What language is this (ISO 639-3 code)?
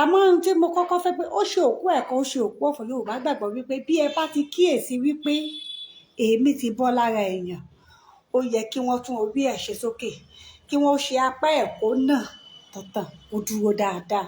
yor